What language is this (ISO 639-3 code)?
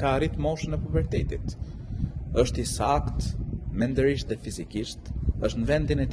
sqi